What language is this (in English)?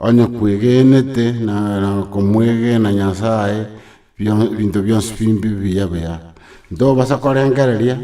Gusii